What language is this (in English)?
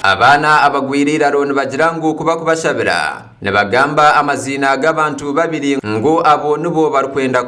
Nyankole